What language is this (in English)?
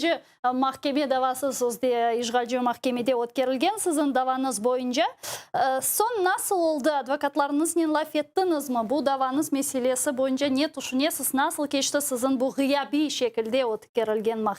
Crimean Tatar